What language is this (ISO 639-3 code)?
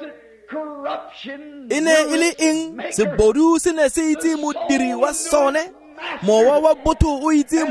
tsn